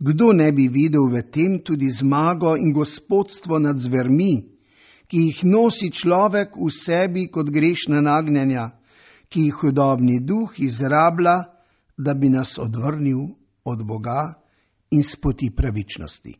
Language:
Slovenian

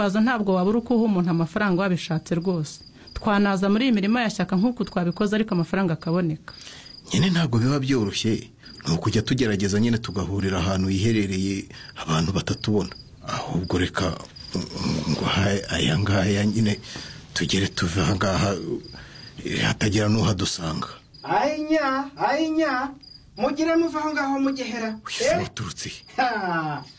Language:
Kinyarwanda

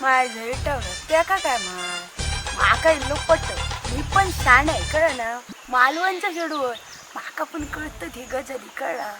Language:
Konkani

